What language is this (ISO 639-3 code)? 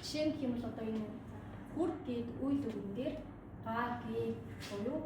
mon